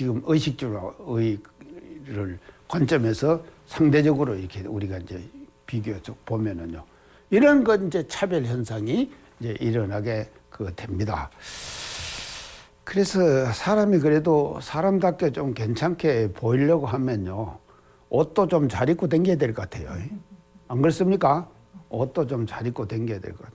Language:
Korean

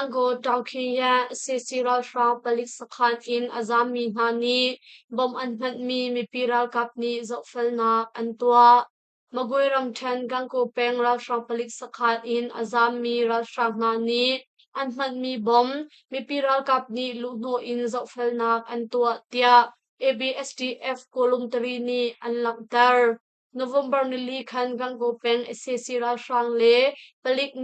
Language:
Hakha Chin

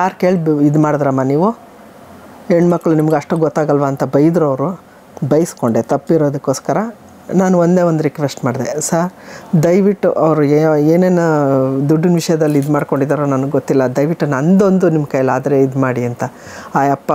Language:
Kannada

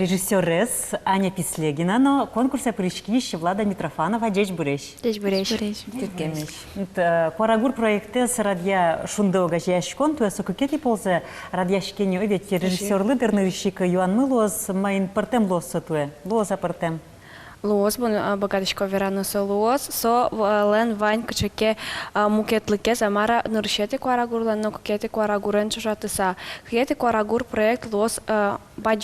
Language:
Udmurt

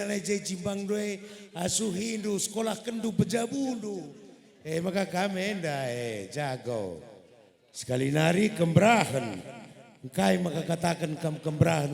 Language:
Batak Karo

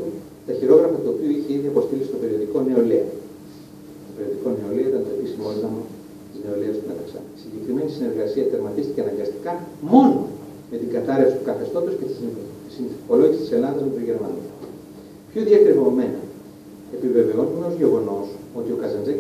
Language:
Greek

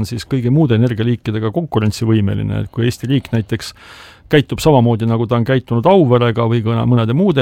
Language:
Estonian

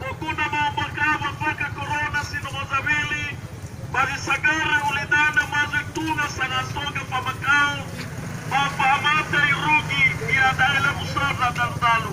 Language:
Nias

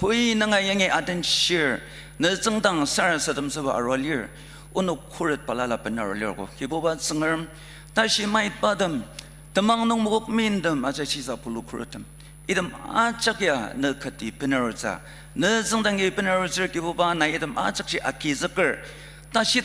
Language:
Ao Naga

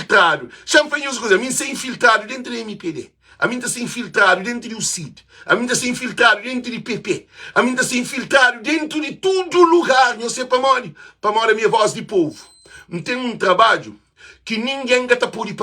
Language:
Kabuverdianu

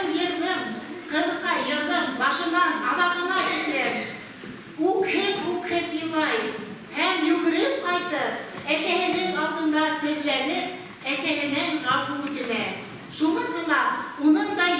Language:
Bashkir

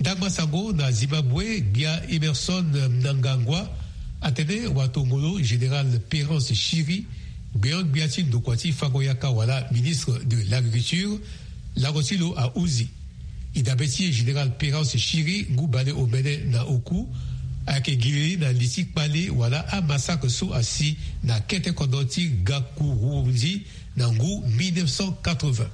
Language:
Sango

